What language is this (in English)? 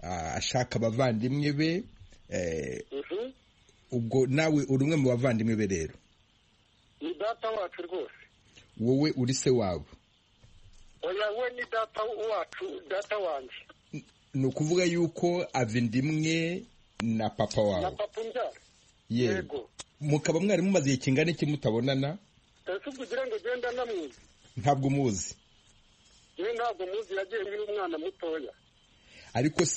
Kinyarwanda